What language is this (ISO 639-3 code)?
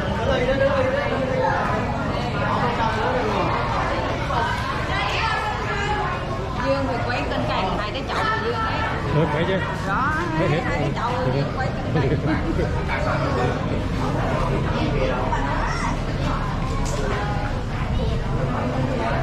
vie